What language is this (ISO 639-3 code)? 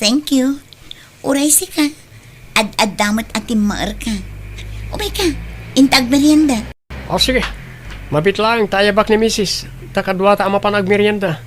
ilo